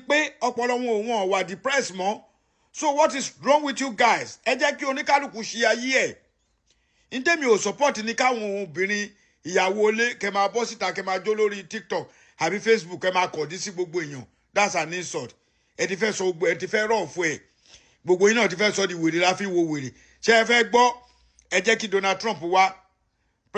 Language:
Yoruba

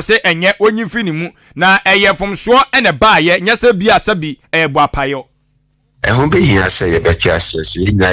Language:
Akan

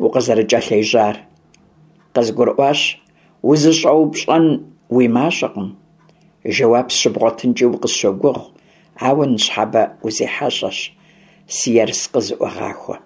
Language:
Kabardian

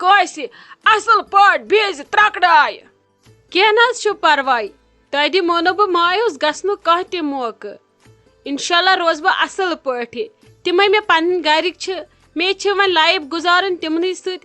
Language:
Kashmiri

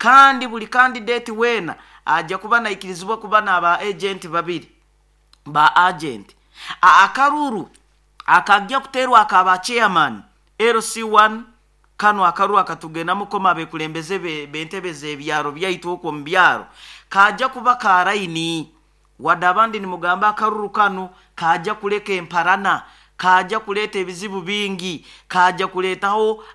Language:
Nyoro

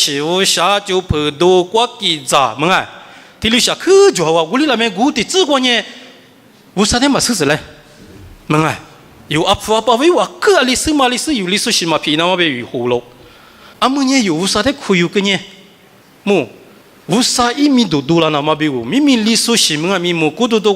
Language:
Lisu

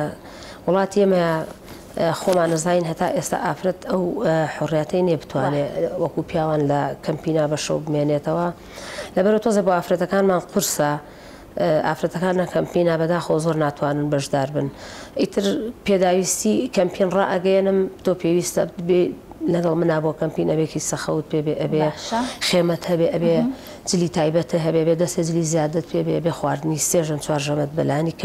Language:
Central Kurdish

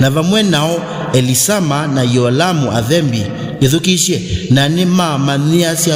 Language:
Kamba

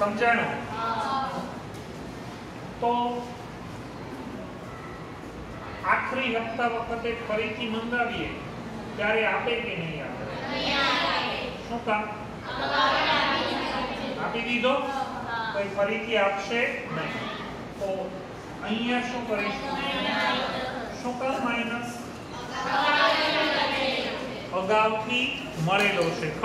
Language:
Gujarati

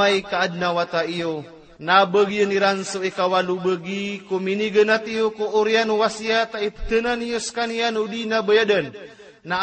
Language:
Maranao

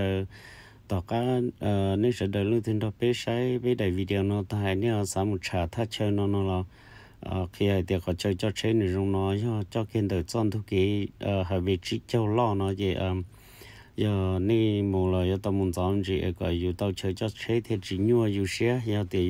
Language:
Hmong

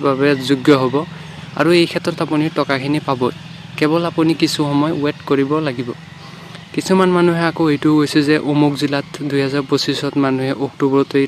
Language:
Assamese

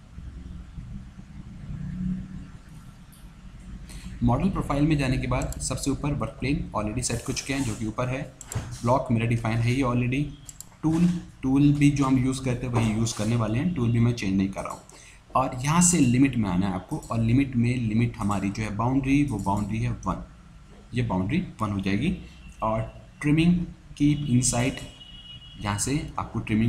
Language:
Hindi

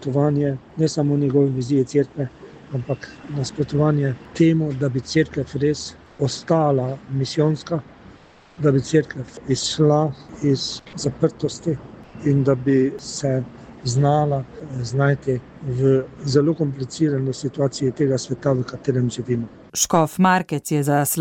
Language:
Slovenian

